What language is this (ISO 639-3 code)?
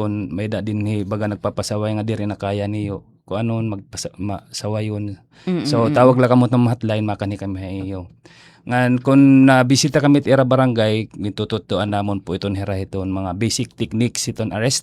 war